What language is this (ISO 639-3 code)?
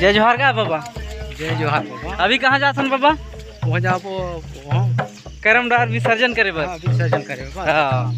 hne